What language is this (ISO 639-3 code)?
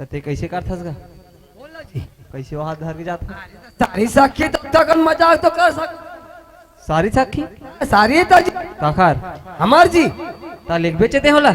hne